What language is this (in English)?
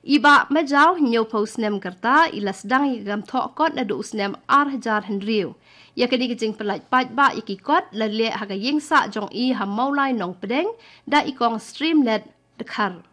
Khasi